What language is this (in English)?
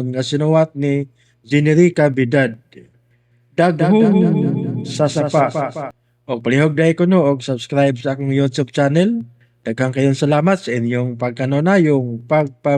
Cebuano